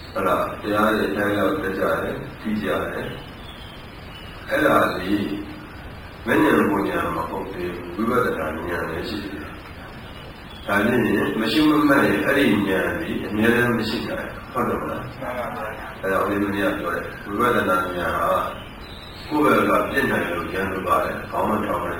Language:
Burmese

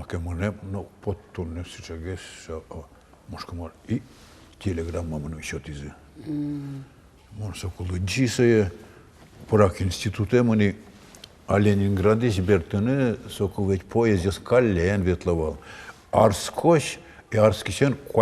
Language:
Udmurt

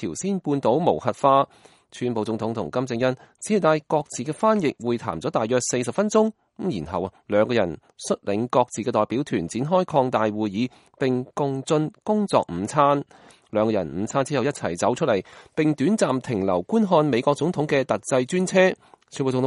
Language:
Cantonese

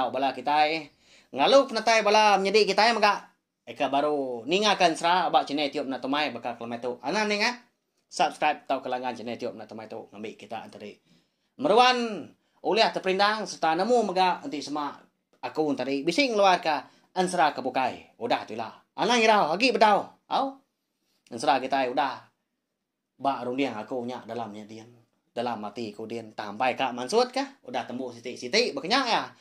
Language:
Iban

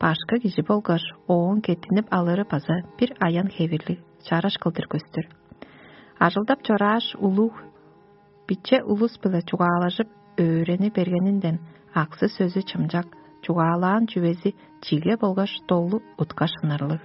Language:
Tuvinian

